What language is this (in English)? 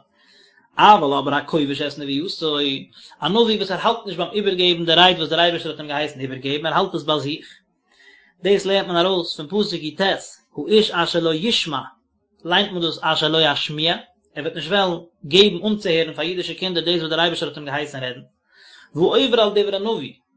Yiddish